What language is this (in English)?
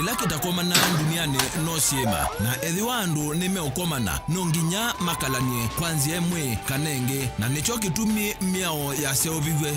Kamba